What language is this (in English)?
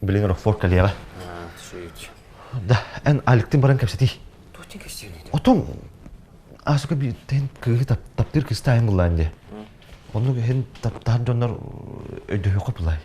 Yakut